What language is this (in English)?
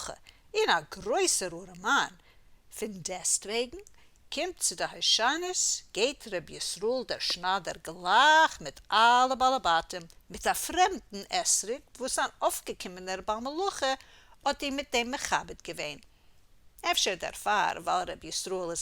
Yiddish